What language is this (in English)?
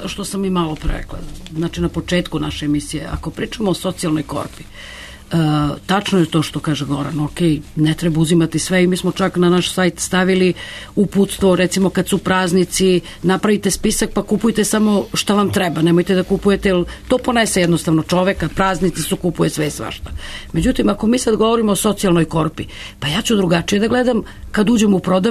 Serbian